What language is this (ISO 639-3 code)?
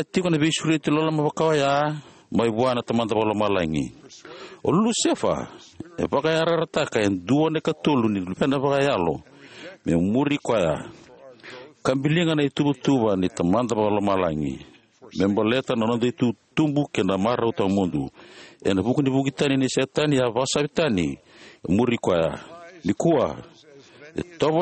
fij